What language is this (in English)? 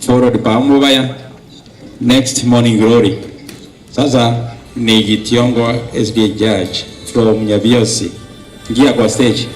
Gusii